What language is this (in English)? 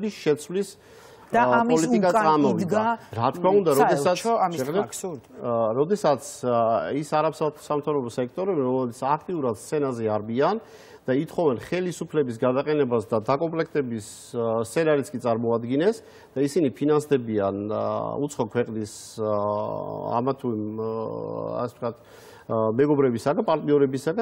Georgian